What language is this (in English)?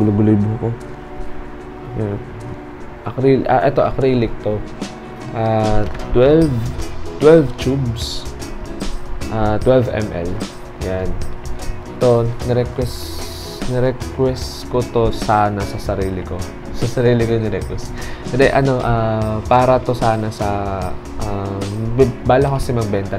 Filipino